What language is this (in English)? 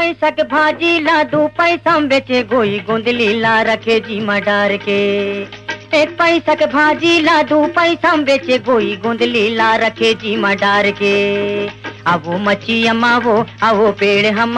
Chhattisgarhi